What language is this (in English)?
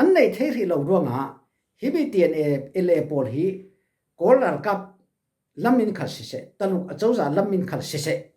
Falam Chin